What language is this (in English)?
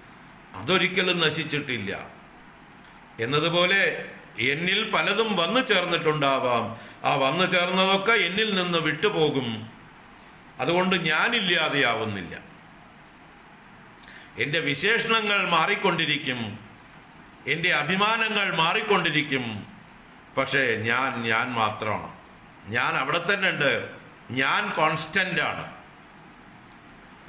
Malayalam